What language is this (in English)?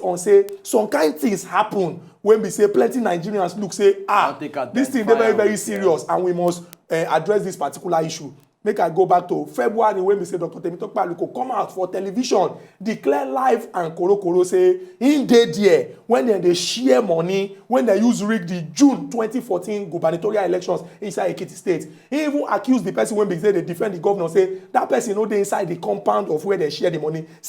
Nigerian Pidgin